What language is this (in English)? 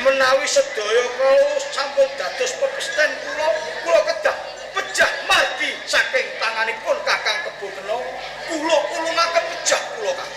Javanese